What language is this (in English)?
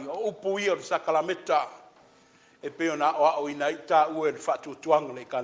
Samoan